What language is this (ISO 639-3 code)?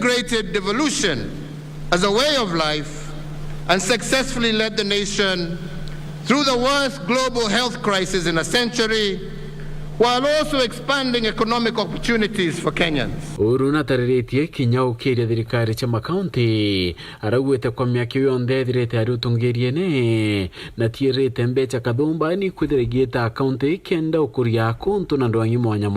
mer